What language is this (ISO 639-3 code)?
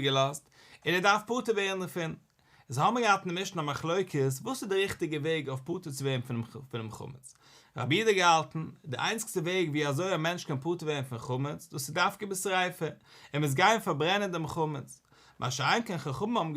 yid